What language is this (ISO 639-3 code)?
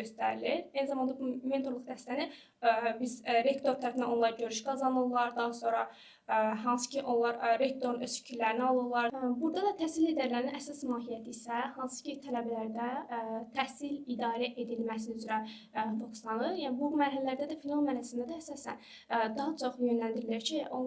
aze